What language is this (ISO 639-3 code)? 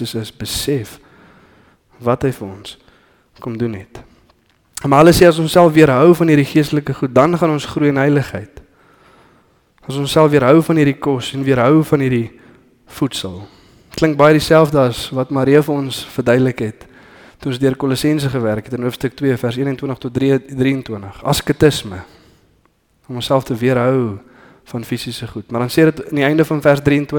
afr